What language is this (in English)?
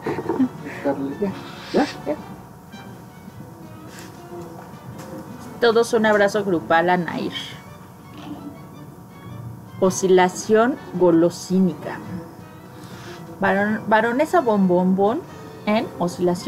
Spanish